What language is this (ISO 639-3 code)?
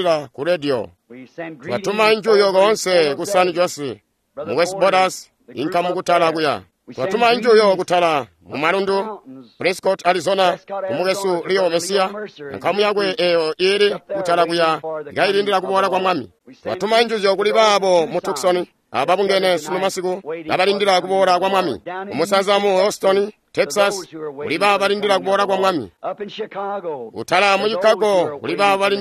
toi